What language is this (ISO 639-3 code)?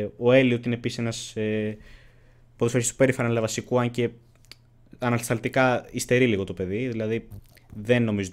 ell